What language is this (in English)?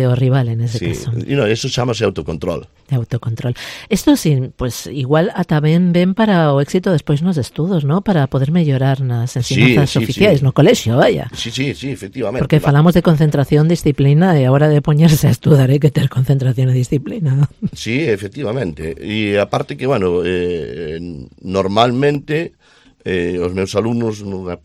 Galician